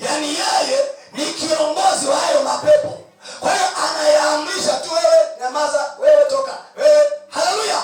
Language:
Swahili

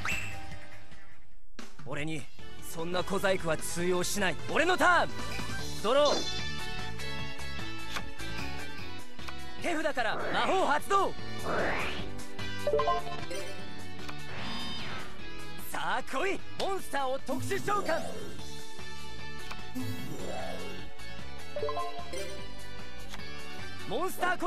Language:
Japanese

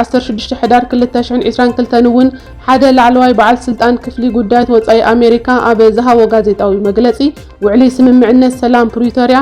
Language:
Tigrinya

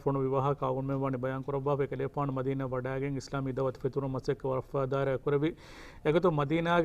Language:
Divehi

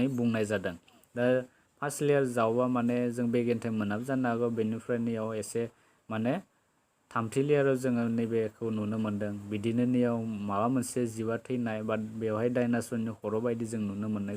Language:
Bodo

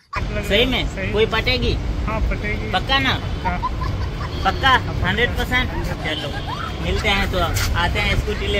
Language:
Hindi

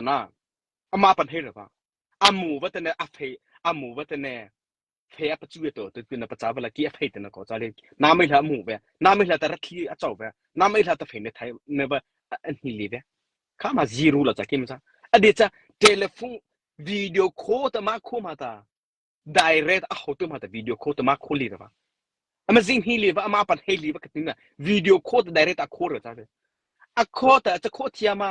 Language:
Mara Chin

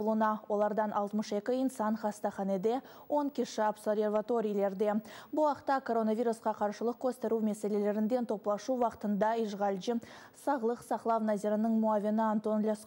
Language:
Crimean Tatar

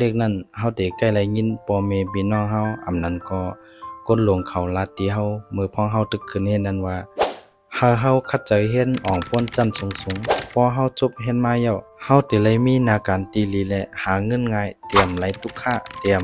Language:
Shan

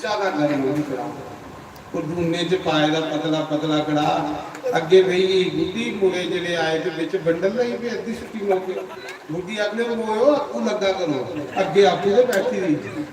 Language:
Dogri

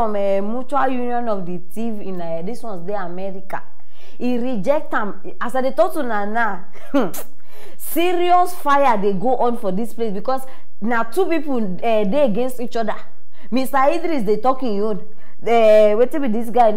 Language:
Nigerian Pidgin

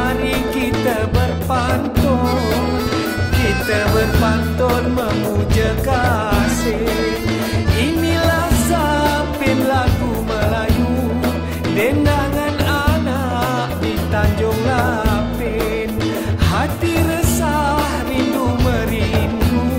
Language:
Malay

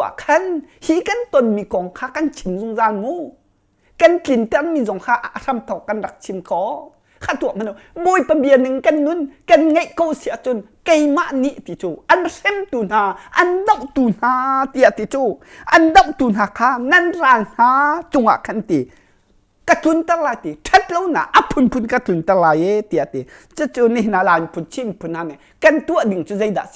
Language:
Hakha Chin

